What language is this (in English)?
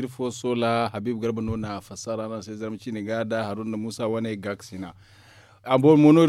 Zarma